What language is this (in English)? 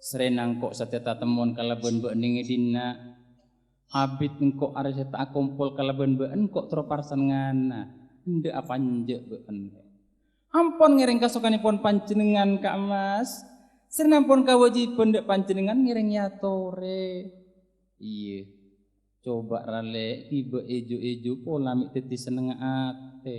Madurese